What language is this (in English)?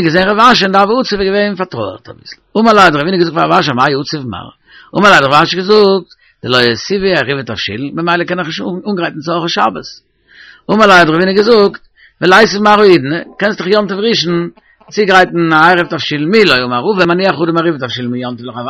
Yiddish